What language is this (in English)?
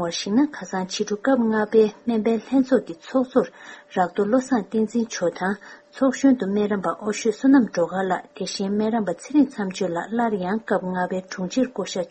Tibetan